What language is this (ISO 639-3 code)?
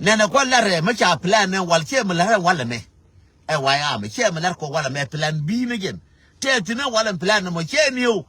nus